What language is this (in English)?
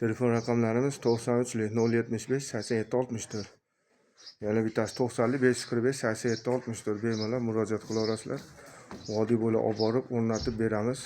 Uzbek